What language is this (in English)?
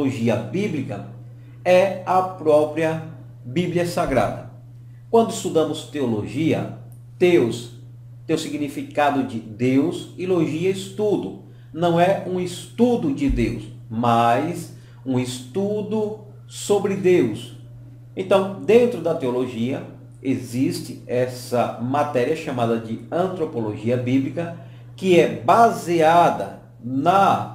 Portuguese